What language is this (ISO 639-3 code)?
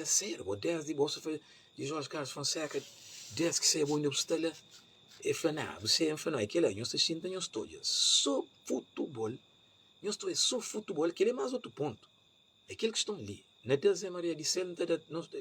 kea